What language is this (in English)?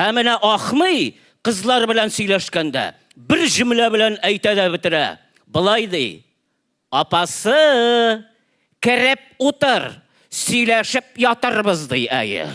Tatar